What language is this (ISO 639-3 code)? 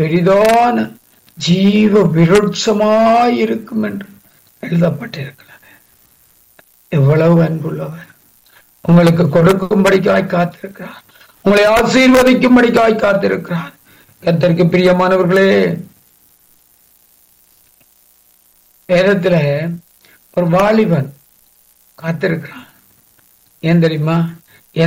tam